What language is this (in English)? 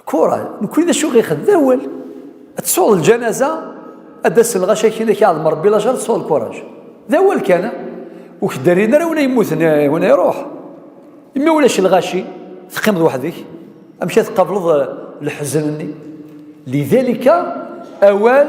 Kabyle